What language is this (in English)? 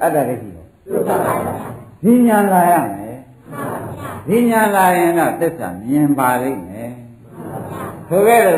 Burmese